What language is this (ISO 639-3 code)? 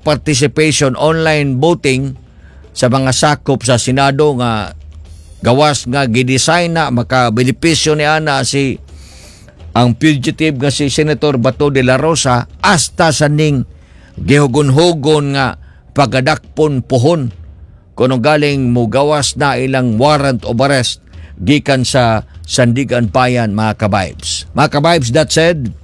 ceb